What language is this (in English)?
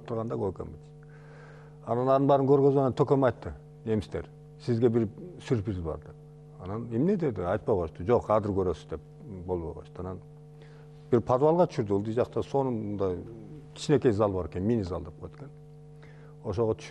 Kyrgyz